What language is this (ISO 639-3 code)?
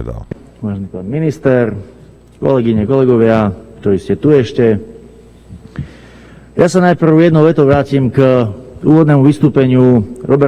slk